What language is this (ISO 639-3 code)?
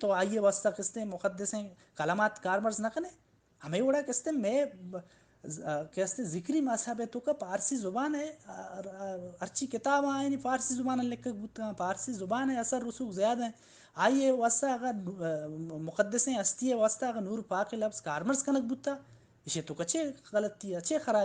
bal